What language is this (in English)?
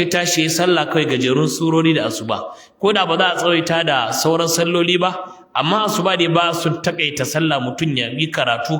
Hausa